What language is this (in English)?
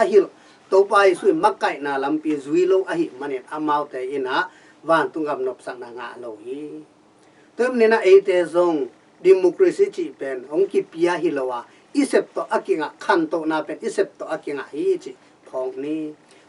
Tedim Chin